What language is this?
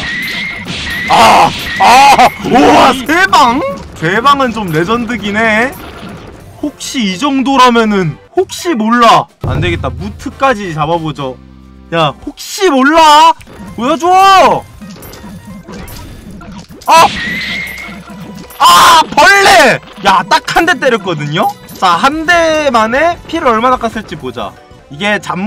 Korean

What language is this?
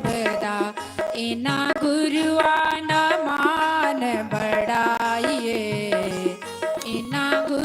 Dogri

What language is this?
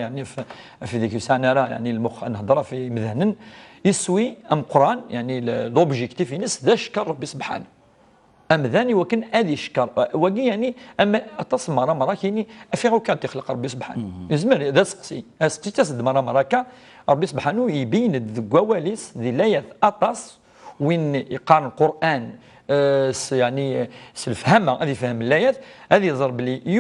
Kabyle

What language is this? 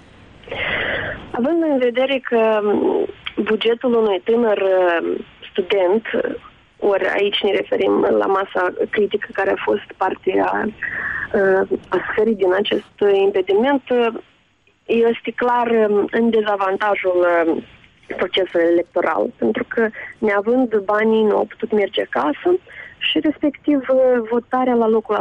Romanian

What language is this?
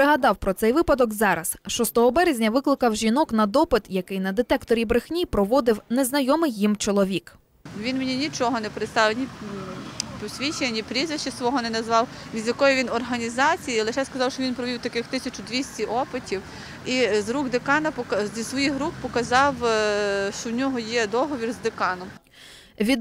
Ukrainian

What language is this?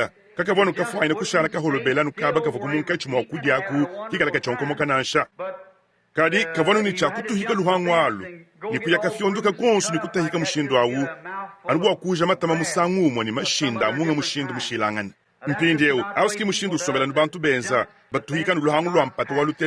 Luba-Lulua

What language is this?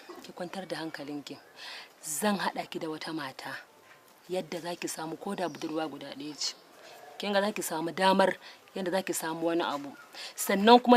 Hausa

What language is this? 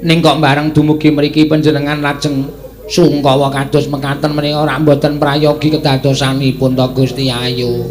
Javanese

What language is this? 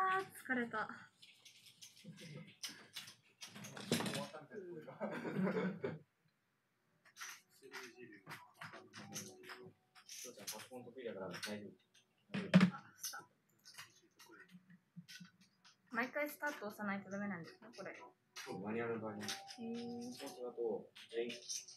Japanese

